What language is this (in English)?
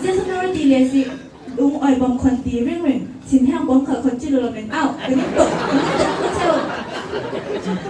Falam Chin